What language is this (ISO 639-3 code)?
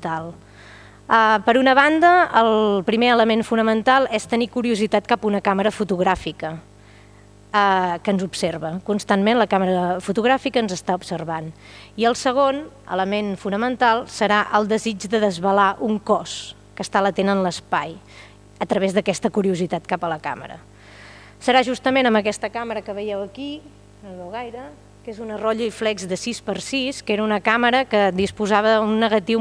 cat